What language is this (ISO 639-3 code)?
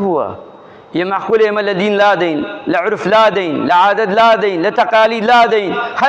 ckb